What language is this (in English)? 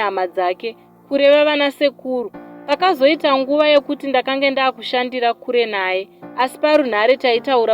Shona